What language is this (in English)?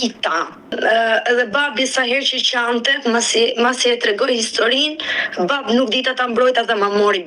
Albanian